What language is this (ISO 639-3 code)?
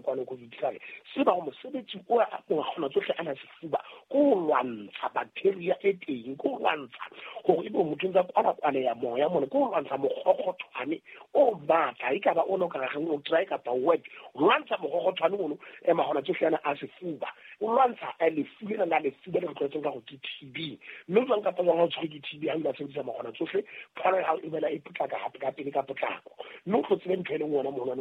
sot